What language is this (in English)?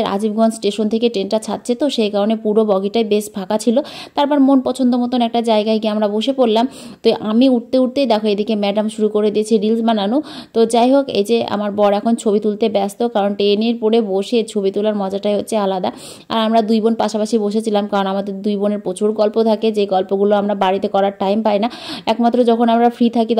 Bangla